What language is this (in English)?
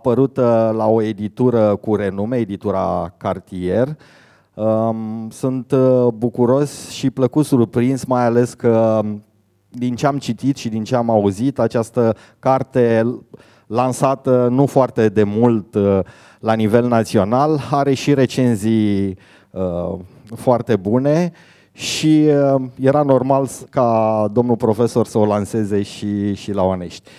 Romanian